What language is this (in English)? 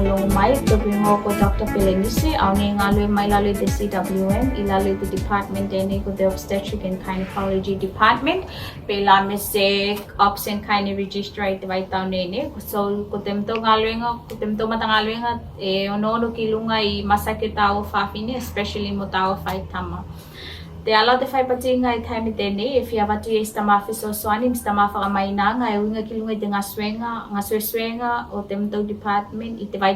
Tuvalu